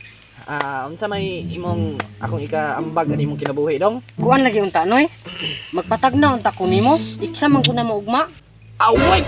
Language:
Cebuano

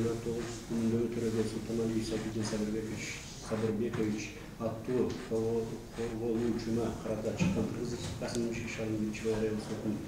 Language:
Kyrgyz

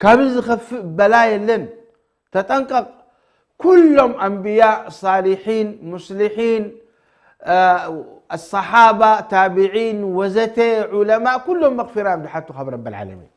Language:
Tigrinya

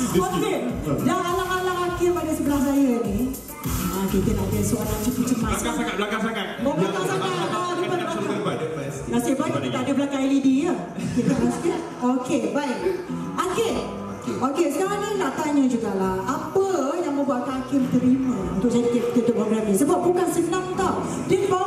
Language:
Malay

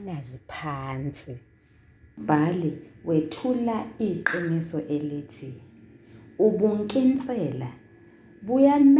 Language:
Zulu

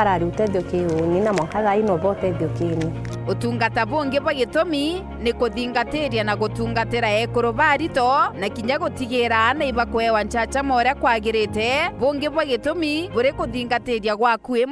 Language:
Meru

